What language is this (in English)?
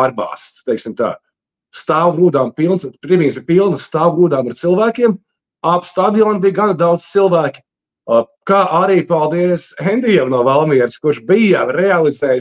Latvian